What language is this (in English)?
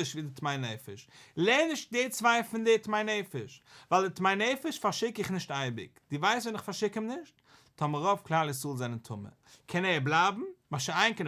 Yiddish